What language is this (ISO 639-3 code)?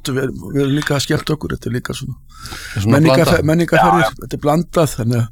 isl